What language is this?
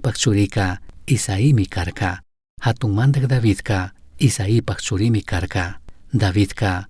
Chimborazo Highland Quichua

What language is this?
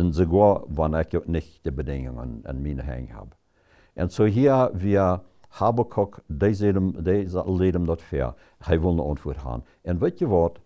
Plautdietsch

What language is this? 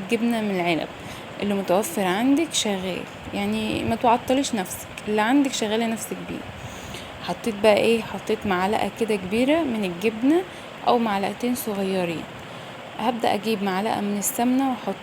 Egyptian Arabic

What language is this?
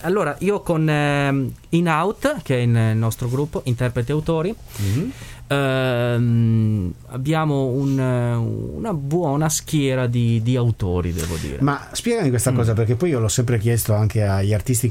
Italian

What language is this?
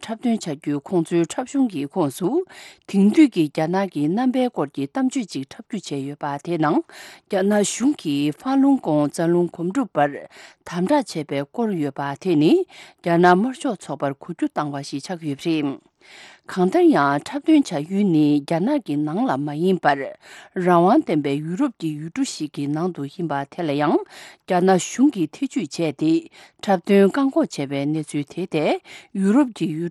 Tibetan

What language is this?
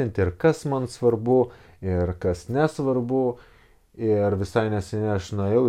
Lithuanian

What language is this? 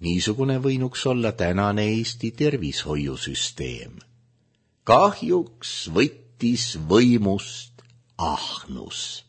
Estonian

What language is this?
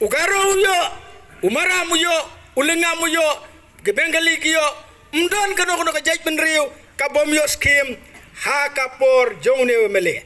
Khasi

